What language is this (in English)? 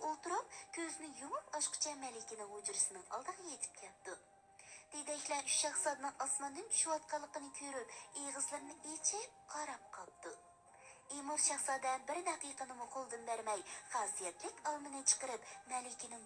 Uyghur